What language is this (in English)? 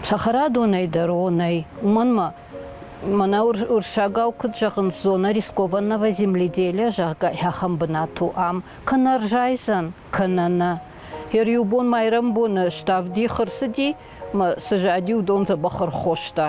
Ossetic